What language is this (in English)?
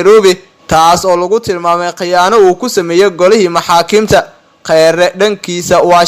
Somali